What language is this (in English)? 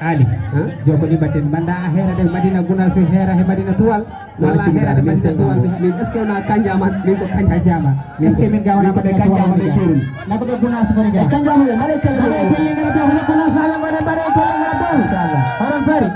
Fula